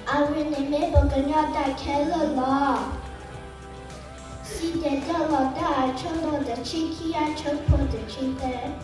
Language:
S'gaw Karen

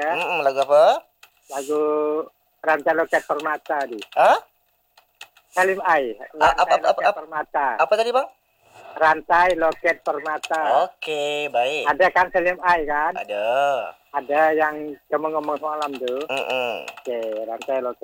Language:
Malay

